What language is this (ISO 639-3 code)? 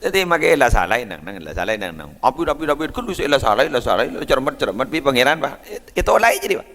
mad